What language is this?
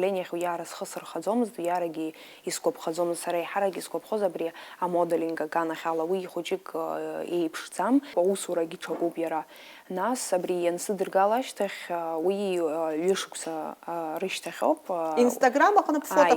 Abkhazian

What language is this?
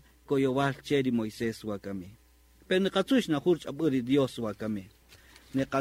Kaqchikel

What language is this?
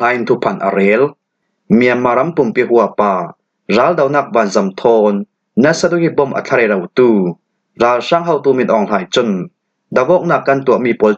Falam Chin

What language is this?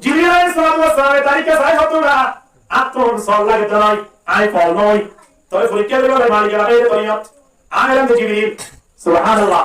Rohingya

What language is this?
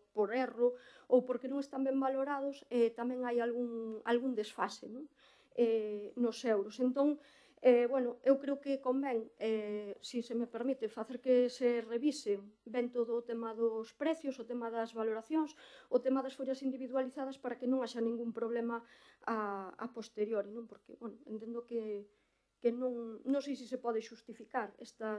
Galician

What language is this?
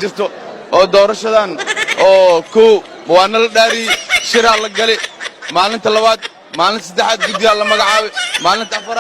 Somali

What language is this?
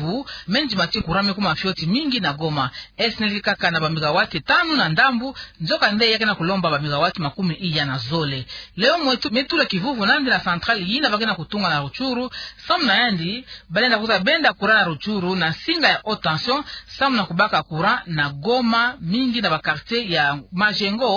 Kituba (Democratic Republic of Congo)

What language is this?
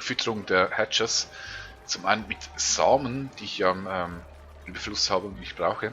Swiss German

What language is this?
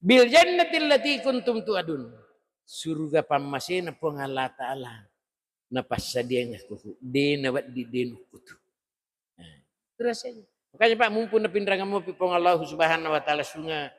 Buginese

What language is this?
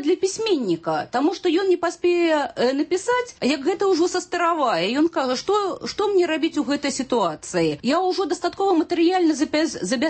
Belarusian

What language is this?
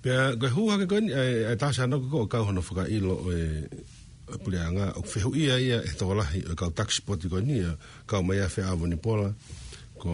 Tongan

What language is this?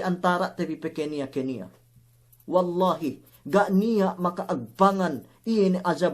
Yakan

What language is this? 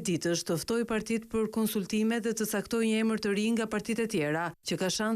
Albanian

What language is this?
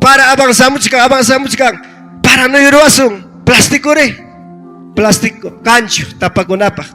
Ayacucho Quechua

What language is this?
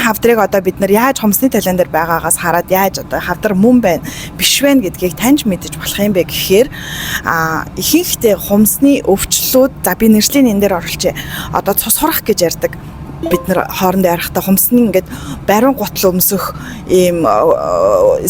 Mongolian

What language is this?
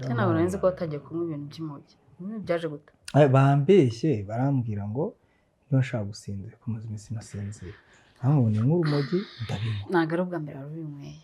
Kinyarwanda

